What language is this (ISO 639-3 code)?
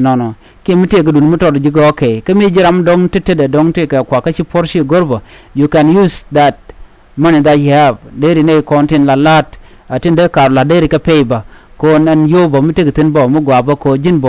nus